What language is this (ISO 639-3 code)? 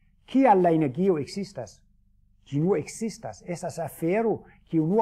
epo